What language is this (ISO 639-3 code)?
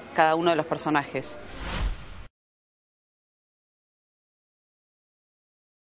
spa